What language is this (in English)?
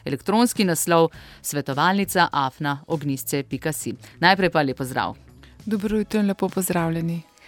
Slovenian